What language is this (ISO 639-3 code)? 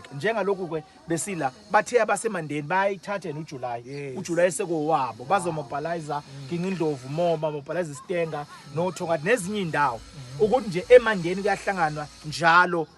zul